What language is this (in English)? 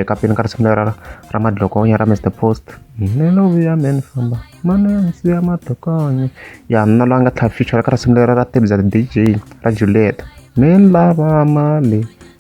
Tsonga